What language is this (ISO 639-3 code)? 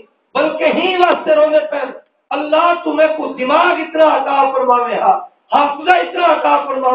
skr